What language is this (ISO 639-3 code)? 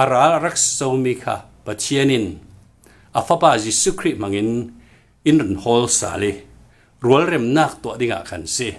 cfm